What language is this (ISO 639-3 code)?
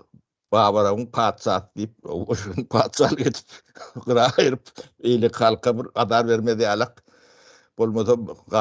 tuk